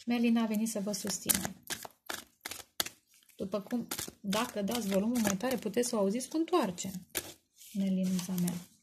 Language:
Romanian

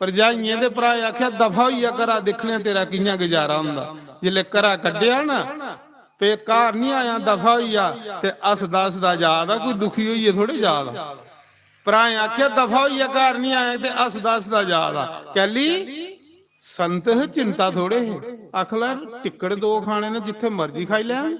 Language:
Dogri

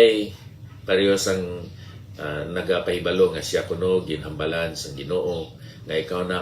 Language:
Hiligaynon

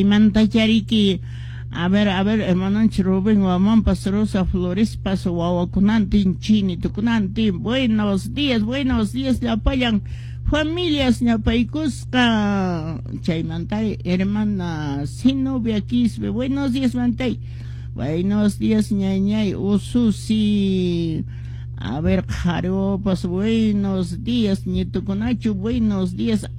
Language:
Quechua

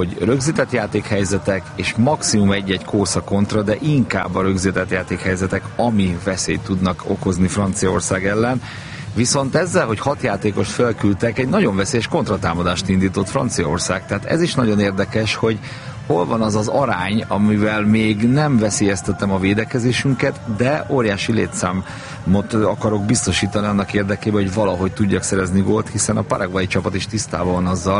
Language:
Hungarian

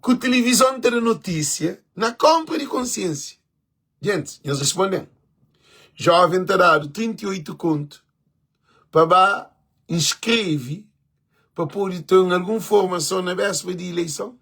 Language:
Kabuverdianu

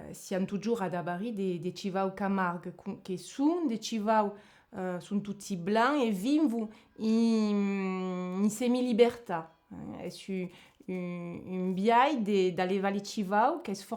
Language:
Occitan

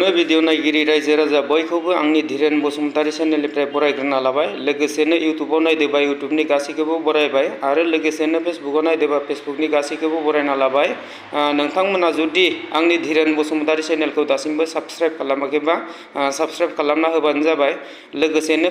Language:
Bodo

